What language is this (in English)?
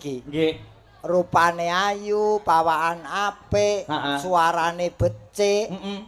Javanese